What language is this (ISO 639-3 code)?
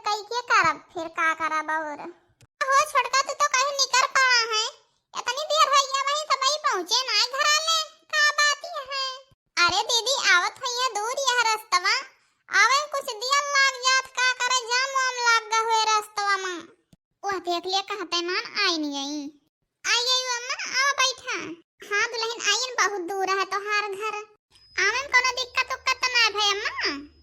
awa